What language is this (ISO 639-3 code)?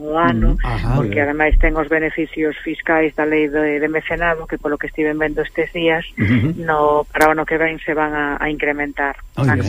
glg